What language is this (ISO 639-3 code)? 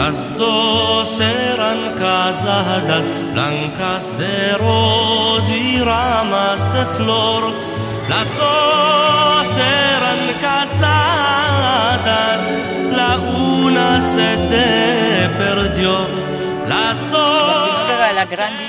lad